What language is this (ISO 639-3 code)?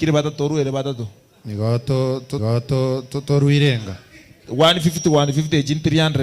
guz